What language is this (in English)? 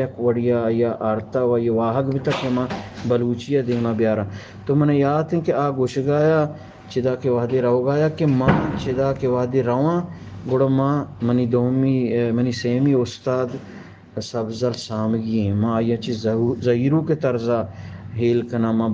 Eastern Balochi